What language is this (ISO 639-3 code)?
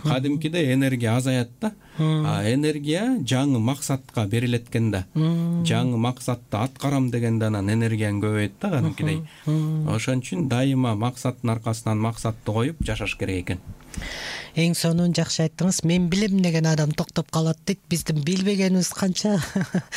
kir